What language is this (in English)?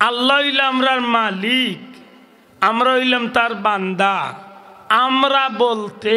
Sylheti